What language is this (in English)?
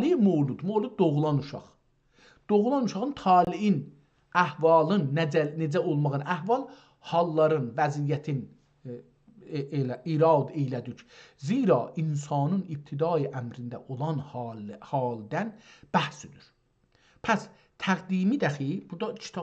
South Azerbaijani